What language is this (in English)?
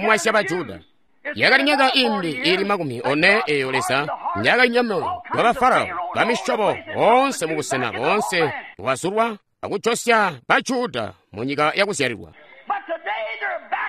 Tonga (Zambia)